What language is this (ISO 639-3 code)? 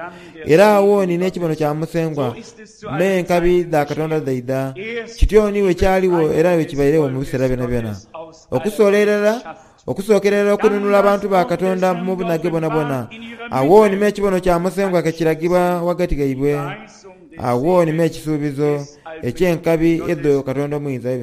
xog